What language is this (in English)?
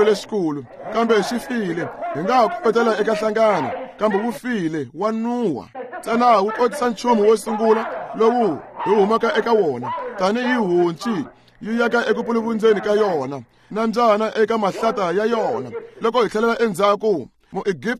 Tsonga